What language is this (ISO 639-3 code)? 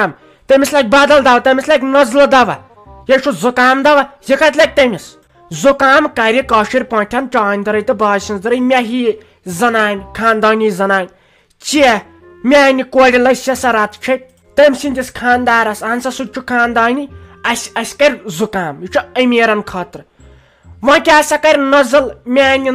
kas